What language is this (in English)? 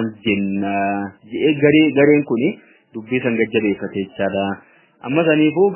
Oromo